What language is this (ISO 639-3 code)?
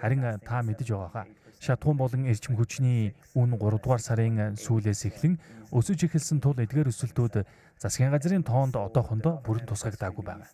mon